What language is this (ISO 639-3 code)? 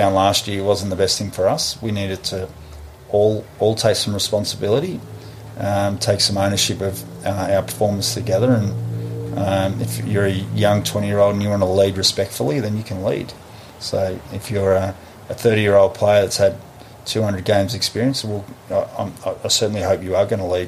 eng